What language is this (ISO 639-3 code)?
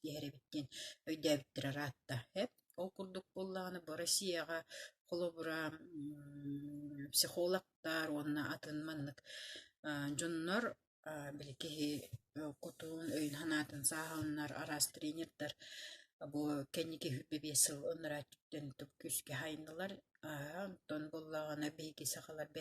sah